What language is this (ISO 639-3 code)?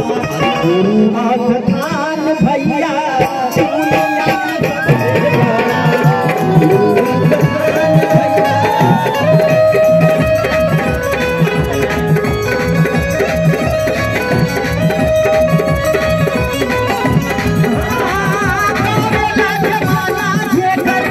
bho